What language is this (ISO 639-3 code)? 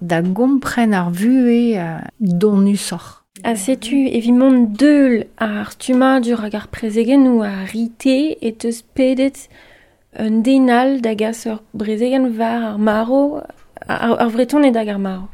bre